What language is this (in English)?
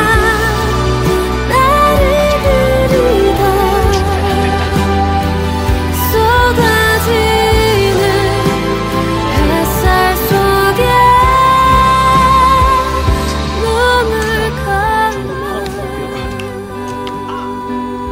Korean